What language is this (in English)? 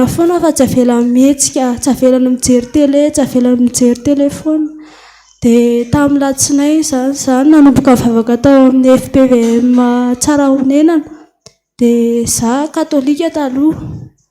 Malagasy